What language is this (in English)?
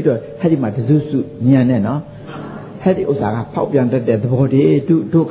Burmese